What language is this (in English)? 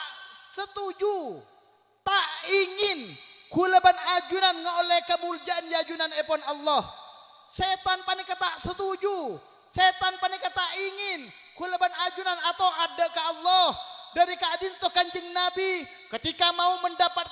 Madurese